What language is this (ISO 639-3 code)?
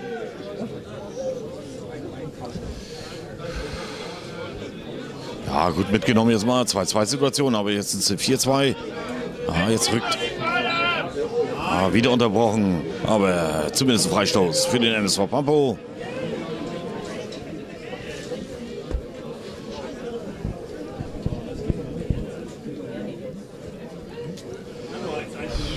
deu